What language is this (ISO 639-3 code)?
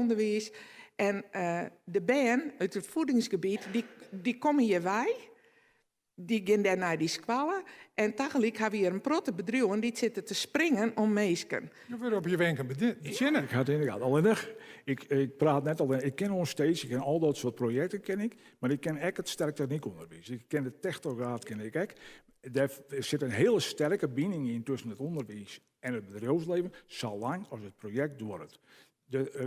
fry